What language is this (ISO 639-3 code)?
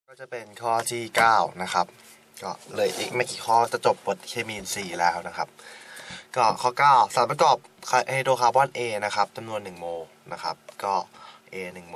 tha